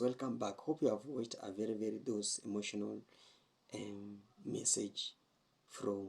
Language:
Jamaican Creole English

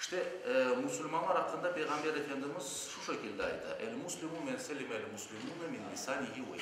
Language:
Crimean Tatar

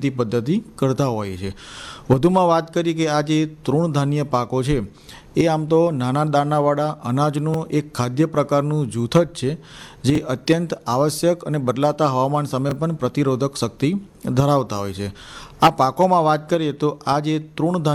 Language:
Gujarati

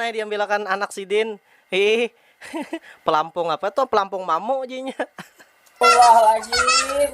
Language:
Banjar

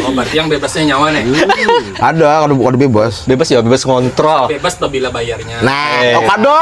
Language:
Banjar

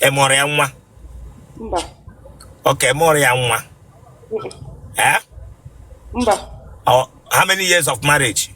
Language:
Igbo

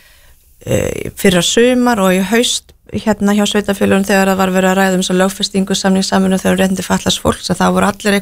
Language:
Icelandic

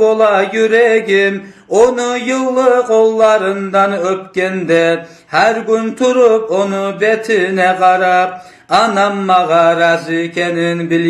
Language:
Kumyk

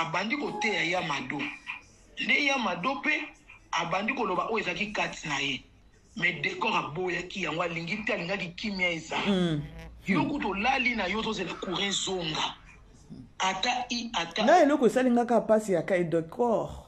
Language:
Lingala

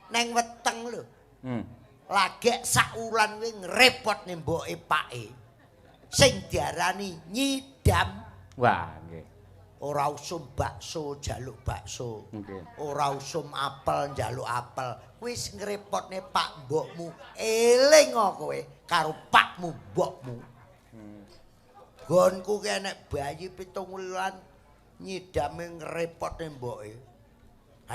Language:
Javanese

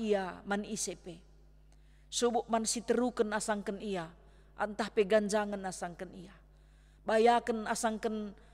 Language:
Batak Karo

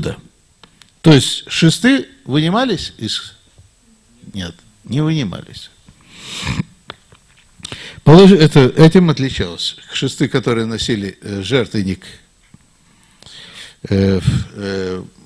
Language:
Russian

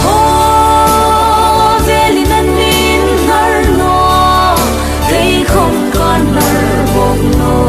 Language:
Hmar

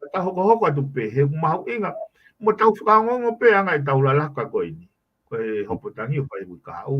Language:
Tongan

